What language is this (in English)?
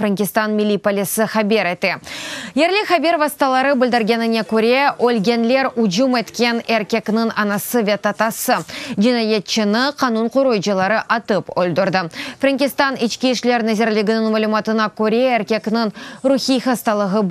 Crimean Tatar